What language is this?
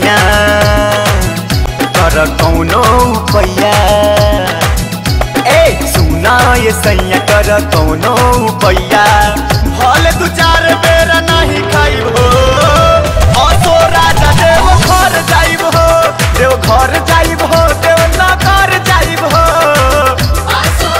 Bhojpuri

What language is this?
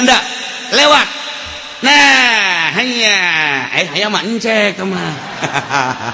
Sundanese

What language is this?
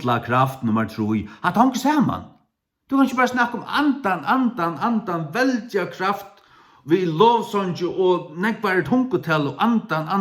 Faroese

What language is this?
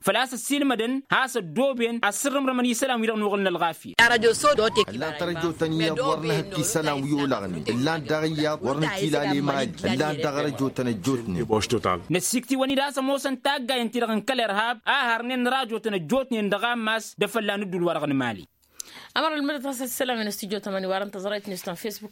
Tamasheq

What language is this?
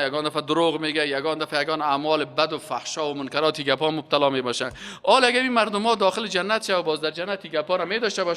Persian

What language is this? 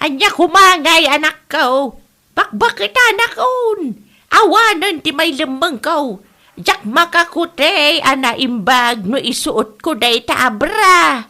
Iloko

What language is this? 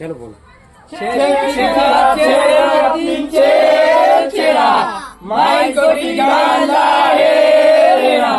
Chhattisgarhi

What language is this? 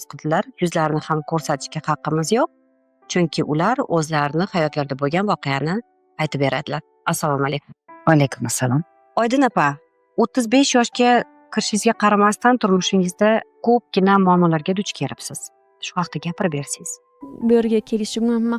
Uzbek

